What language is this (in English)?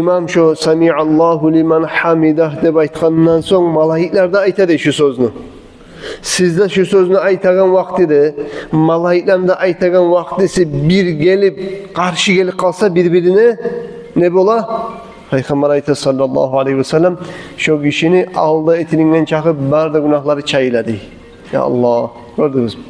Kumyk